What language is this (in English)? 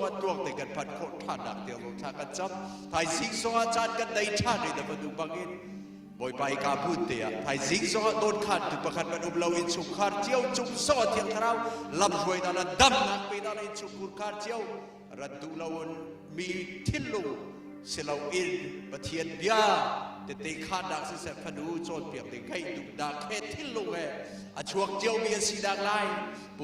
Hakha Chin